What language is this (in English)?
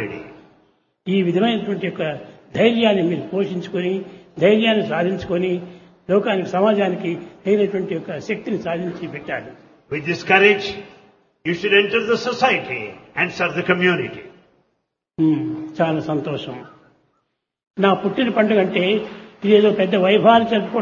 Telugu